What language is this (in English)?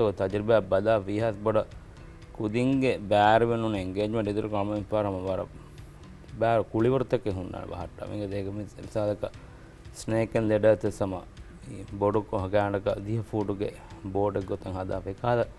Divehi